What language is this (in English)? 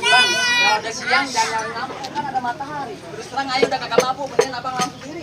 Betawi